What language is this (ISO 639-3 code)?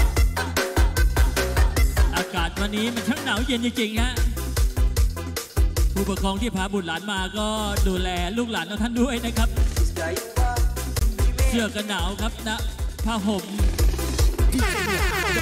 tha